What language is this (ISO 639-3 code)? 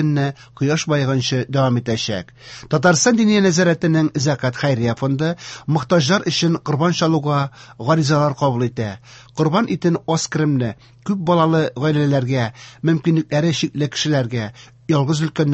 tat